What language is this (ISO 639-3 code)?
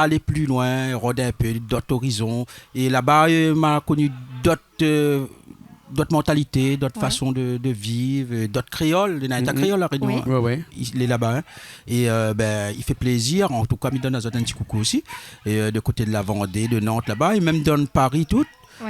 rcf